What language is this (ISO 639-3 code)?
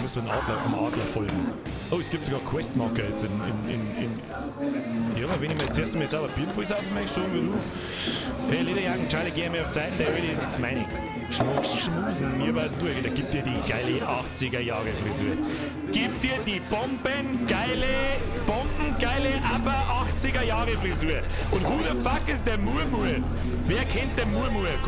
bar